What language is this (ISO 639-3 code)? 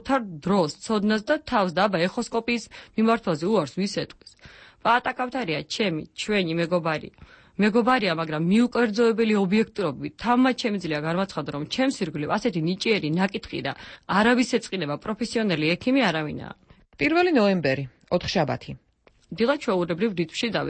kat